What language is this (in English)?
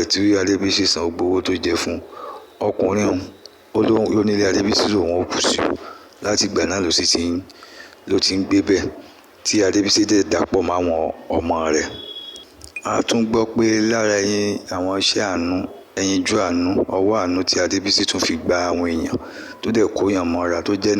Yoruba